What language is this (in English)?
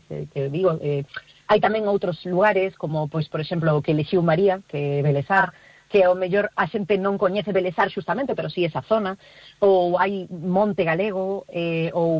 Galician